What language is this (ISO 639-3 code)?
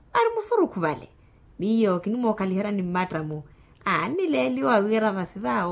vmw